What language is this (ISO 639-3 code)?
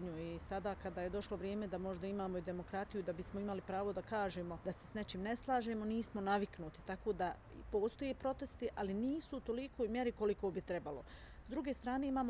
bos